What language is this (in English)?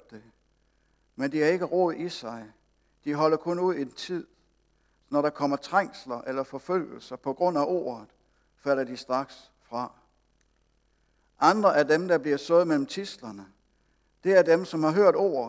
Danish